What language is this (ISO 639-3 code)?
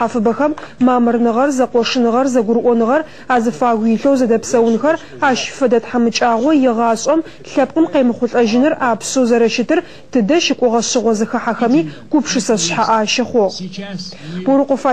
ady